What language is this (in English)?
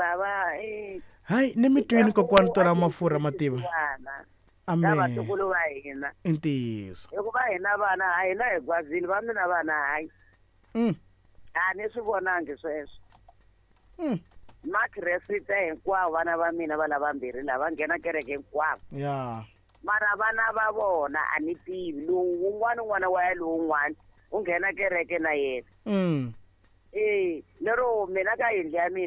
Tsonga